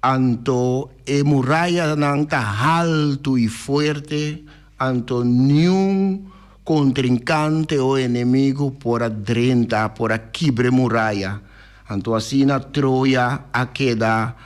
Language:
Papiamento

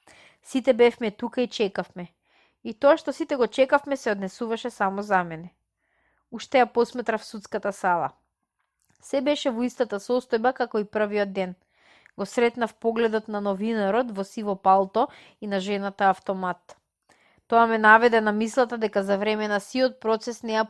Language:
Macedonian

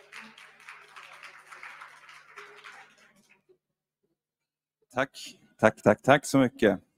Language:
Swedish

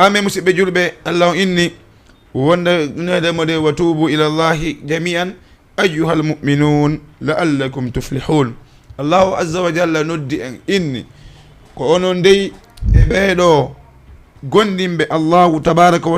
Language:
Fula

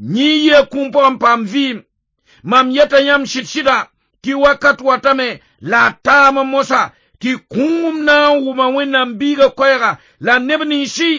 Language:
Mossi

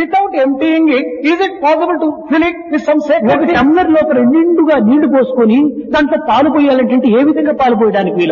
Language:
Telugu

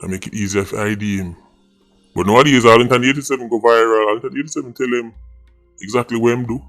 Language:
Jamaican Creole English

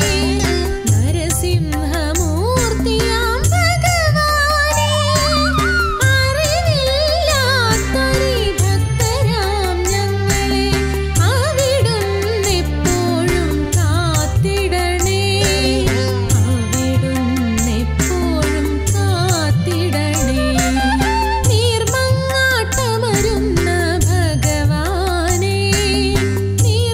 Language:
Malayalam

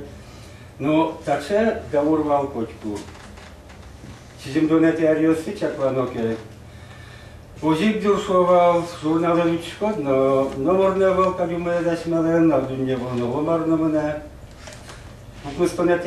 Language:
Udmurt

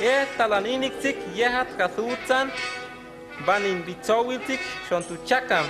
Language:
Huastec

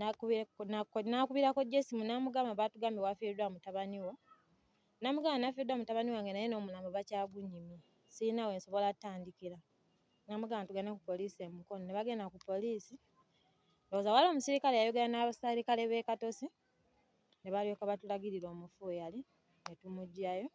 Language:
Ganda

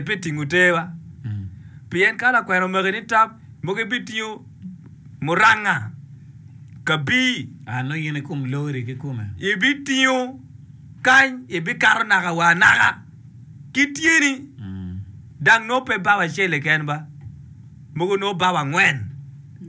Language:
Acoli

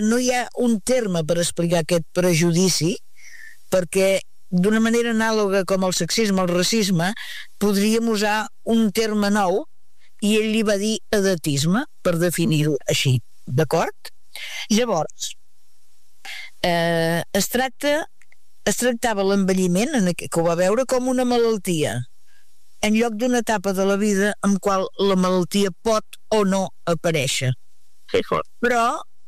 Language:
Catalan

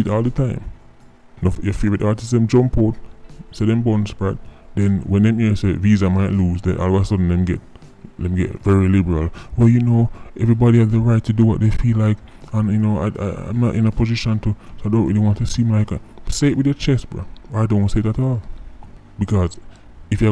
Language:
Jamaican Creole English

